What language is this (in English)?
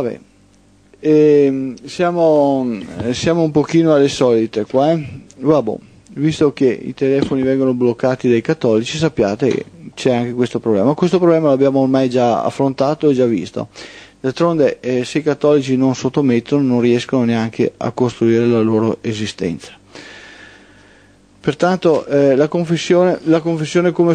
Italian